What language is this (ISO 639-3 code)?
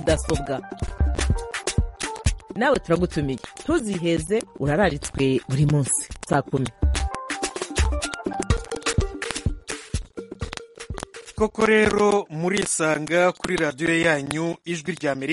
kin